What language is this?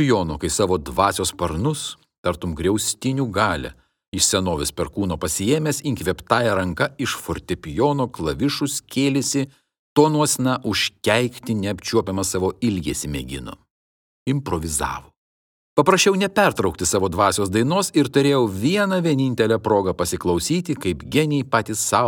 Lithuanian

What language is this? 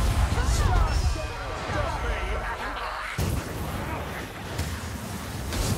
English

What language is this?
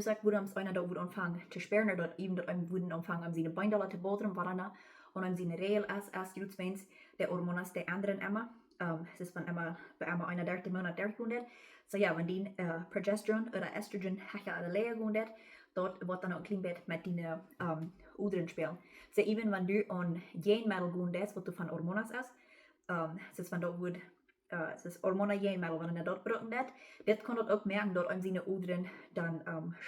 Plautdietsch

